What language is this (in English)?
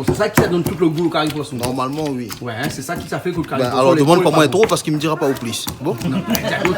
Réunion Creole French